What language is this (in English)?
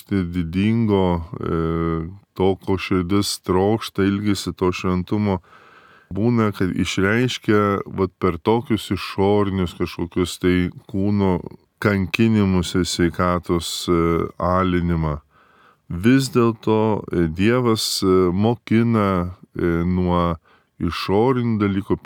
Lithuanian